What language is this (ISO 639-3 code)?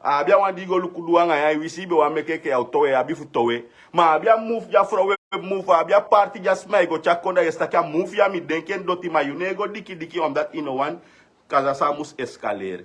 srn